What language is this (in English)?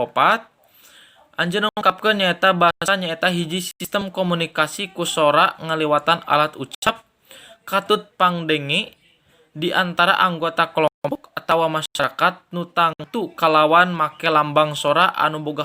Sundanese